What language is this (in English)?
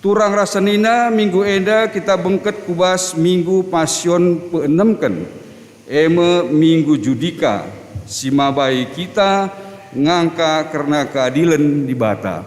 Batak Karo